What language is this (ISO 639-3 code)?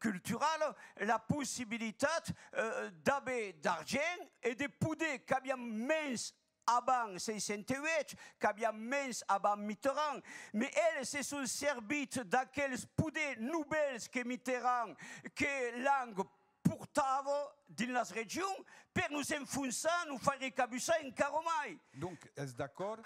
oci